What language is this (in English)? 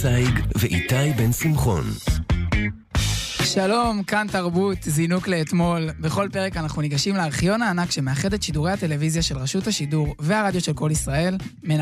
Hebrew